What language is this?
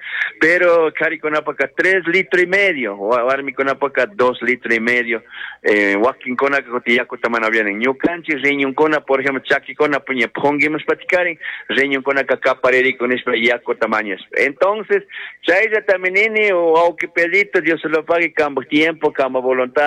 Chimborazo Highland Quichua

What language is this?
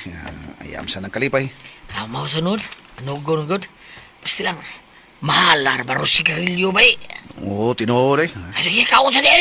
Cebuano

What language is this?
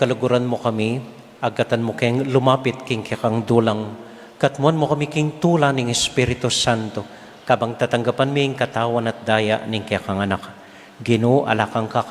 Pampanga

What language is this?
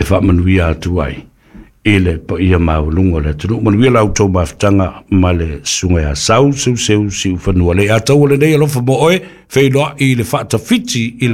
Samoan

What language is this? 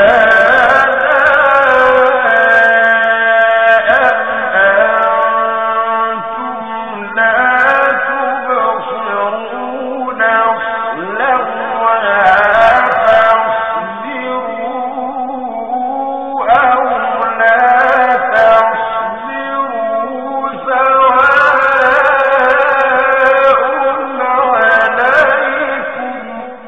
Arabic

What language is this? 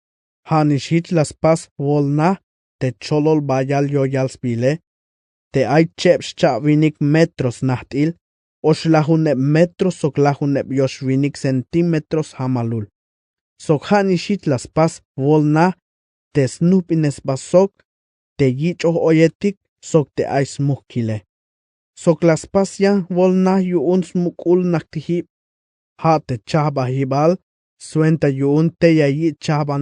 Tzeltal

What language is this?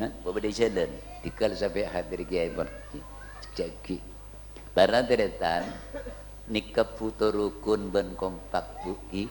Madurese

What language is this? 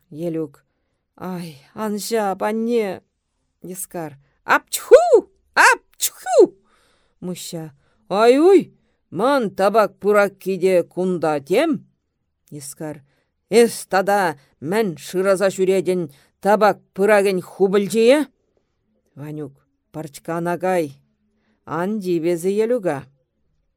Chuvash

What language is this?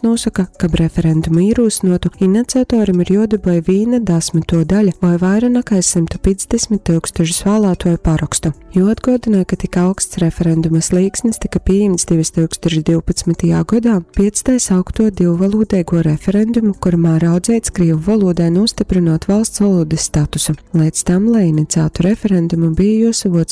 Latgalian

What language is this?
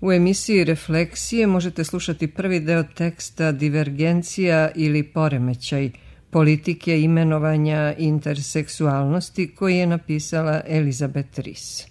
Serbian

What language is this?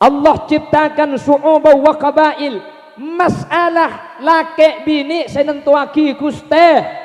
Madurese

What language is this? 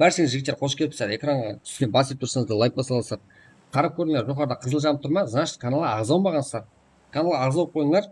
Kara-Kalpak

